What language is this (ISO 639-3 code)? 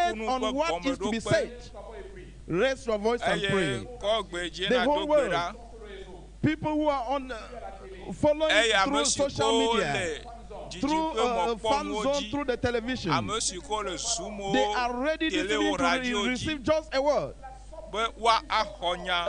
ewe